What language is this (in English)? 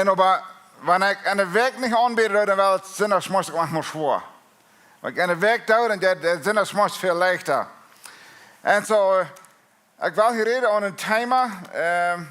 Plautdietsch